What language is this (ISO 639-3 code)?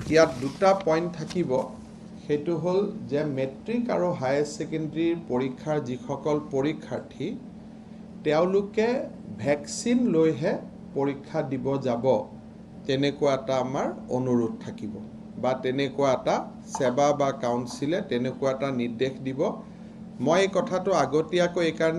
asm